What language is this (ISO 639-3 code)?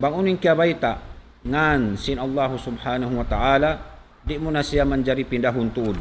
tsg